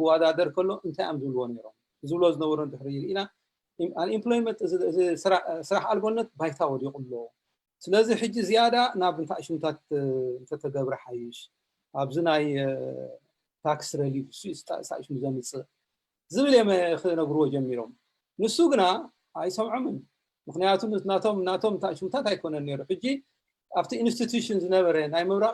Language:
Tigrinya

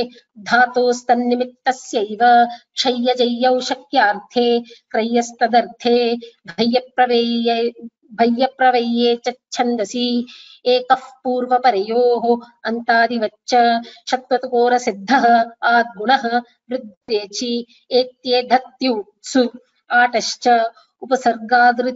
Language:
Sanskrit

